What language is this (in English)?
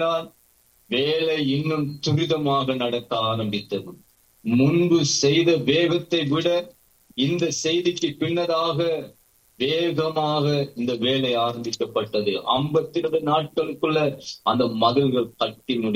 Tamil